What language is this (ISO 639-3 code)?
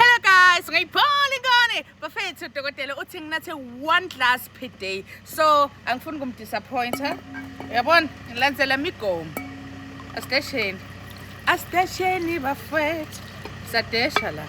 zul